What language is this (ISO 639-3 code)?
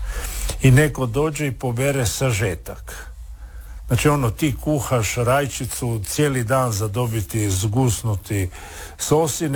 hrv